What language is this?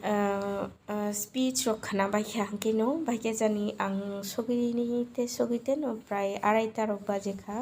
Kok Borok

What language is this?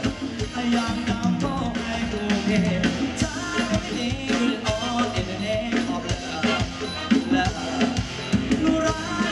Thai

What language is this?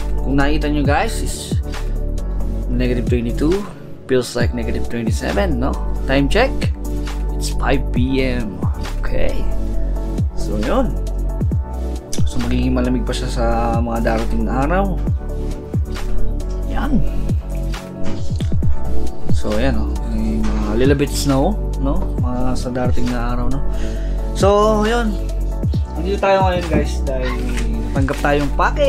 Filipino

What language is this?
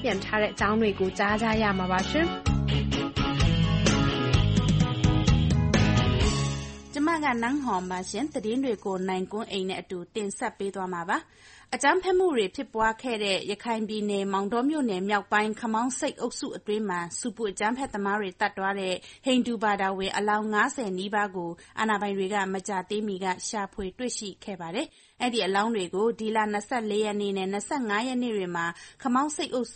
Burmese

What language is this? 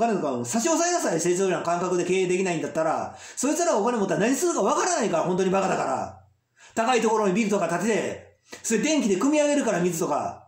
Japanese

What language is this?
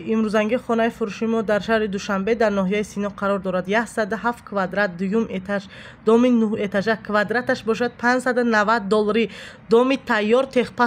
Tajik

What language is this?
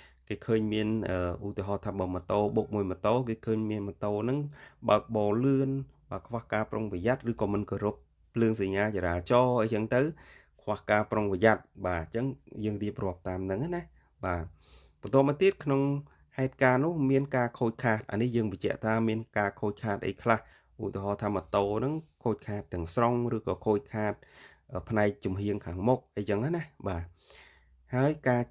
Khmer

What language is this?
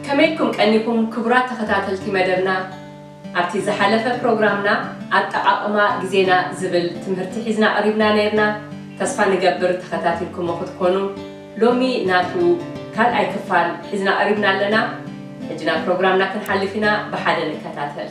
Tigrinya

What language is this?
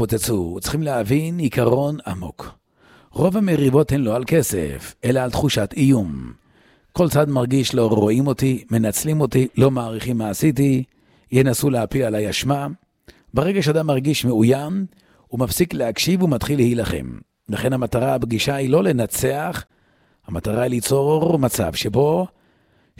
Hebrew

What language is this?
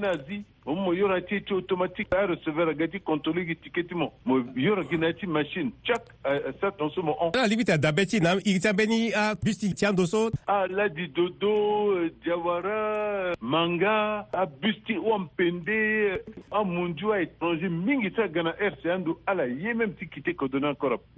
Sango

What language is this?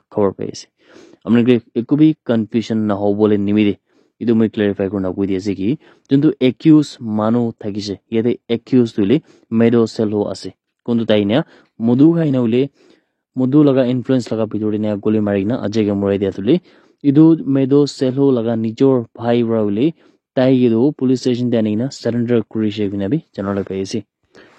Naga Pidgin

